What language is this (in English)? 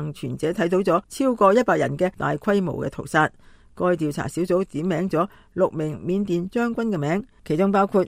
Cantonese